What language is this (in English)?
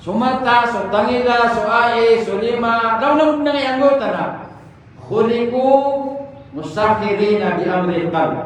Maranao